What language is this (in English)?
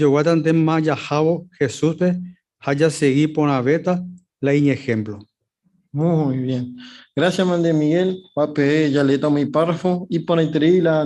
Guarani